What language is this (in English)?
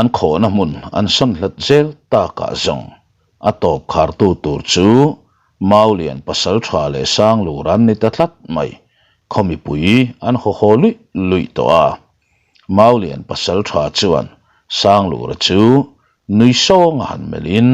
Mizo